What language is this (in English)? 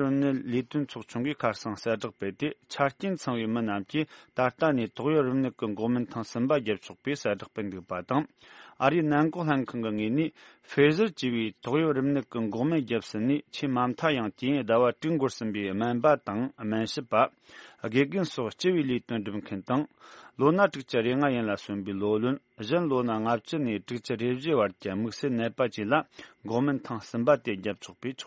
Tibetan